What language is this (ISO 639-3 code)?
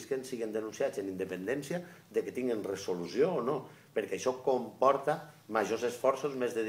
cat